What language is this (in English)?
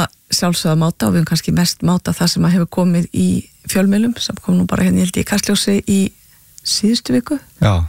Icelandic